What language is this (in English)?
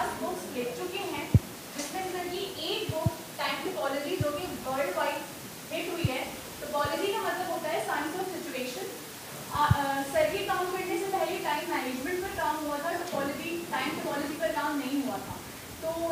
Hindi